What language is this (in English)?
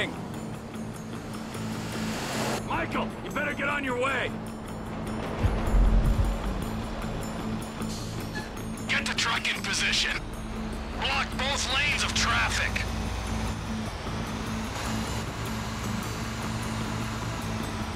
English